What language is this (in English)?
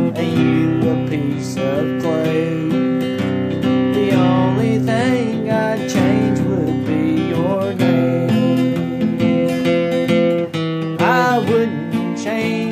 English